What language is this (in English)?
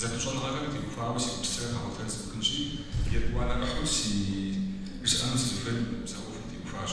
Kabardian